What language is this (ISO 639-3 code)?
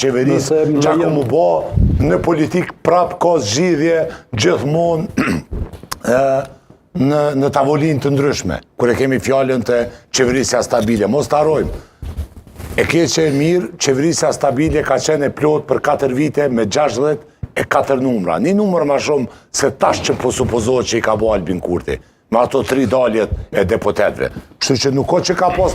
sqi